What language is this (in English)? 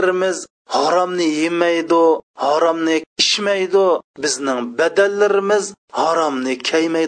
Uyghur